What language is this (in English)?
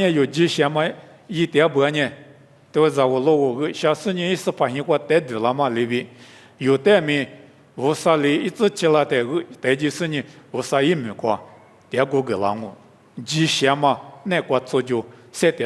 Lisu